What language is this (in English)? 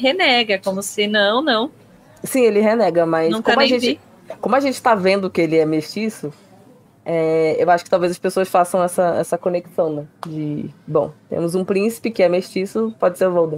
Portuguese